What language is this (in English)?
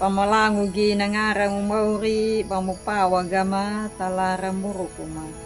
Anakalangu